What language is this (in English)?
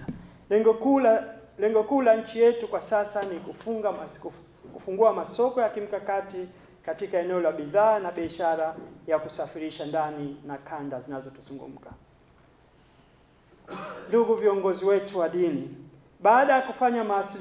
Swahili